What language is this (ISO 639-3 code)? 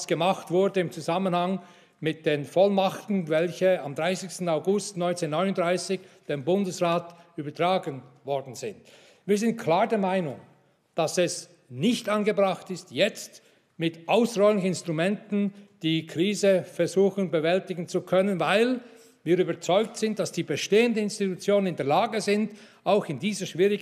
deu